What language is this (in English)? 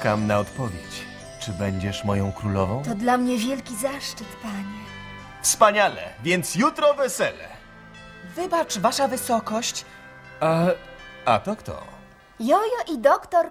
Polish